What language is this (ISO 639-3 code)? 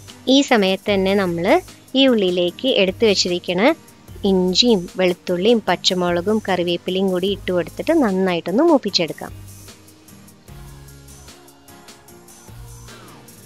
mal